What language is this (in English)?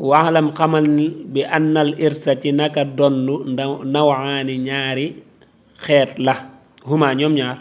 Wolof